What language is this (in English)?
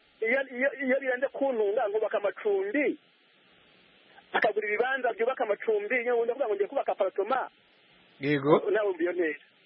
Kinyarwanda